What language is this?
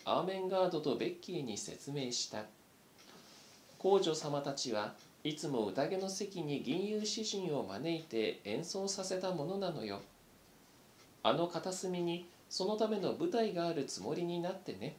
Japanese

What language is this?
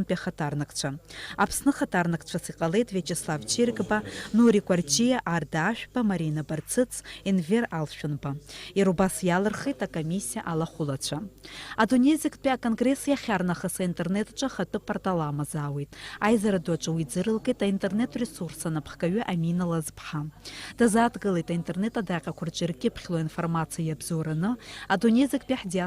Abkhazian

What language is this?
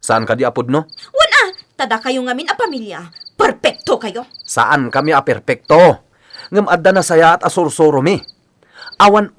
Iloko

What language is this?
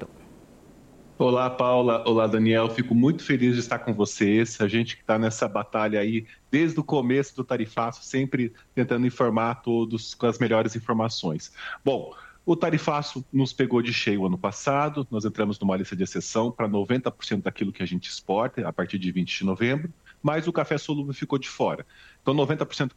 Portuguese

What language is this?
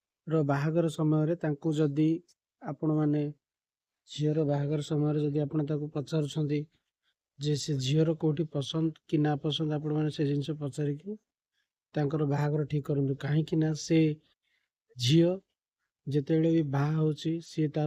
Odia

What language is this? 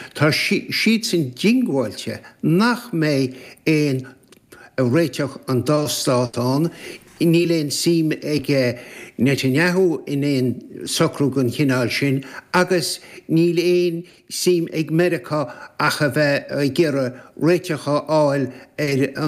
Irish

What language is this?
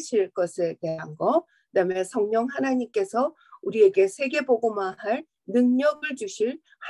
Korean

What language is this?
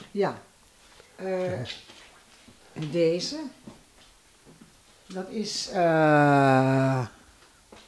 Dutch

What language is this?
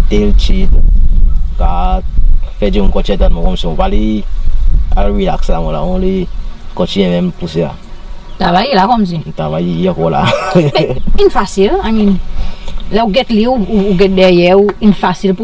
Seselwa Creole French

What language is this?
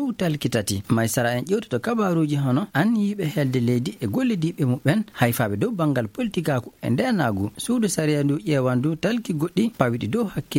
Fula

